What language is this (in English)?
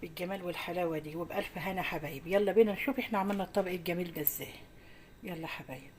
Egyptian Arabic